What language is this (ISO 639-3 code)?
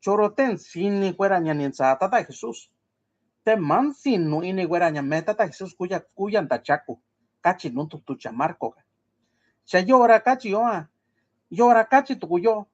mix